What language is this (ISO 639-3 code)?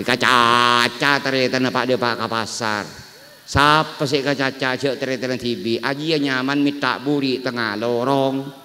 mad